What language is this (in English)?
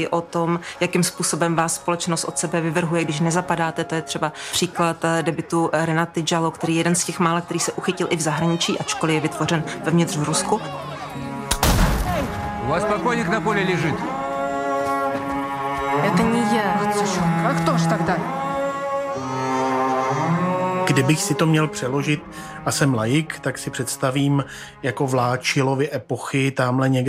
Czech